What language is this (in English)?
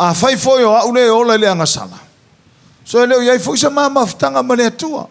Samoan